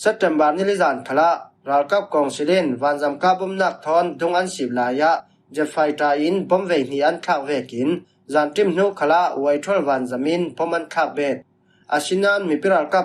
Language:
Falam Chin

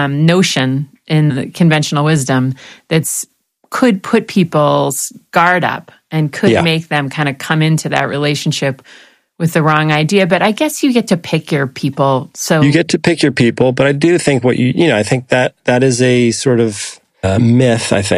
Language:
English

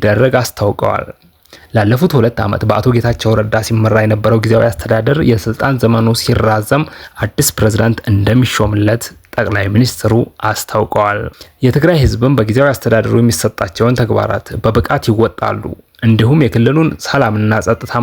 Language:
Amharic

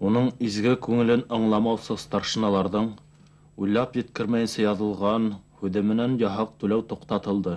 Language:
Bashkir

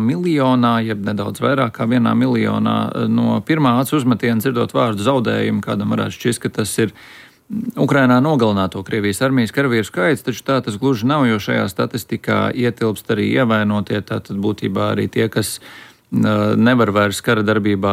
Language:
Latvian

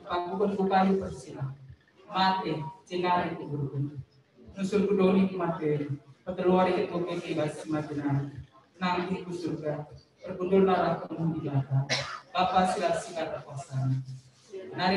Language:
Batak Karo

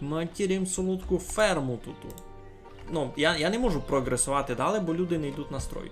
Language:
Rusyn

